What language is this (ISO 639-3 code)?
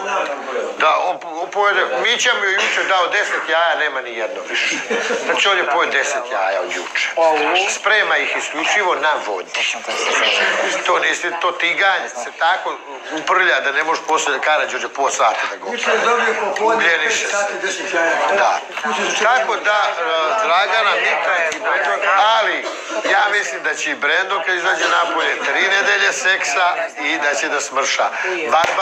srp